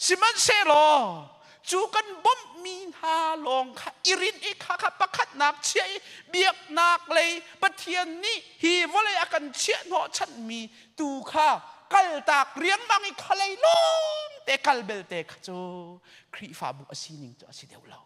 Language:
Hakha Chin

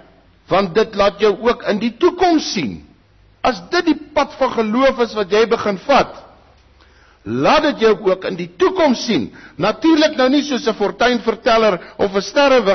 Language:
Afrikaans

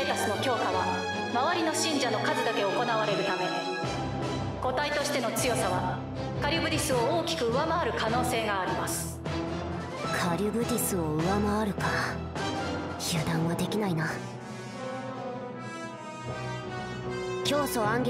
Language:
Japanese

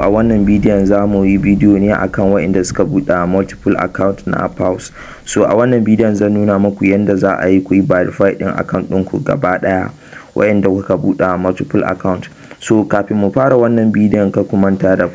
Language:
Hausa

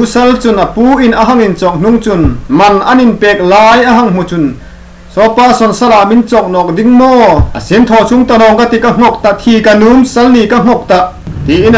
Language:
Hmar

